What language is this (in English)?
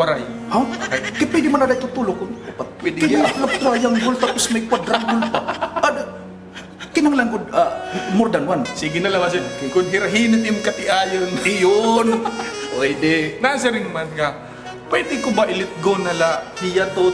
Waray